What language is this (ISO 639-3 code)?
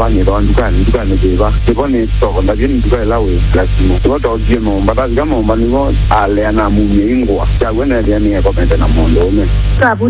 kam